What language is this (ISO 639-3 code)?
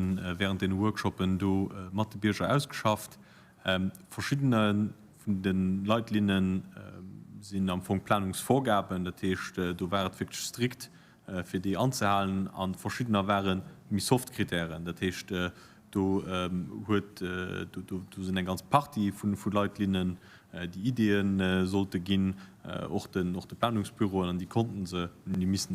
ltz